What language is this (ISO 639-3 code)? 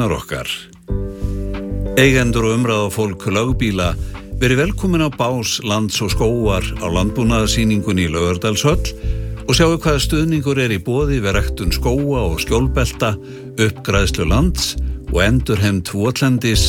isl